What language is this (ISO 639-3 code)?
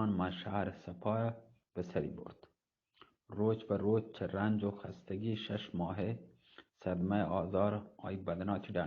bgp